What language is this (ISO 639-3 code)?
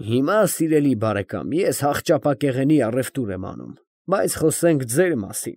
hye